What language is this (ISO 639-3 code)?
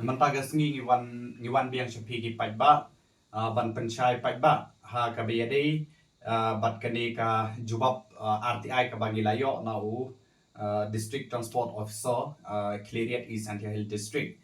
kha